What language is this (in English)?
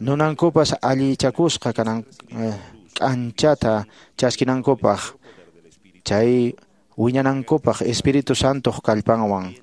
Quechua